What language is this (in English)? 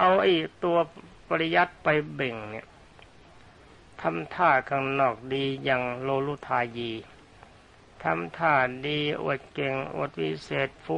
Thai